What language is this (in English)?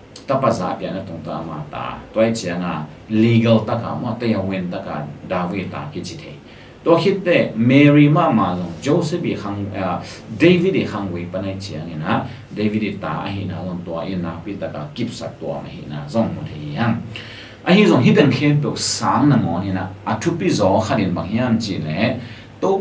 Tedim Chin